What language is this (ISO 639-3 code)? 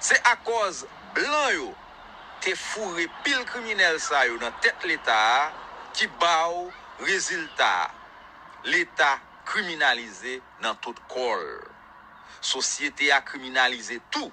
hat